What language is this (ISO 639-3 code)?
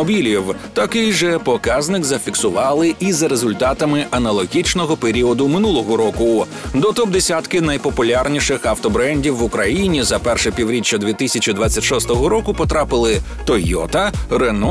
ukr